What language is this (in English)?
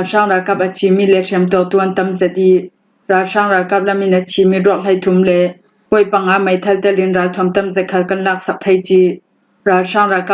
Falam Chin